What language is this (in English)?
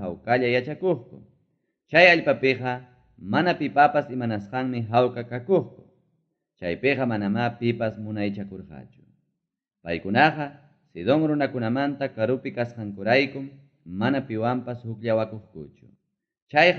Ayacucho Quechua